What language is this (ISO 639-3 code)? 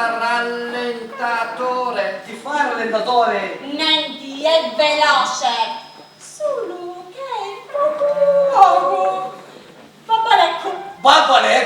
scn